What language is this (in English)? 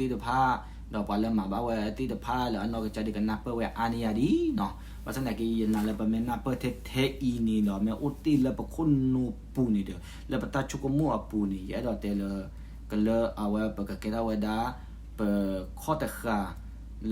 S'gaw Karen